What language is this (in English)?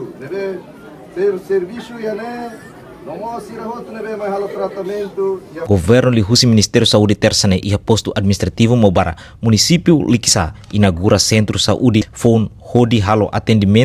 Tetum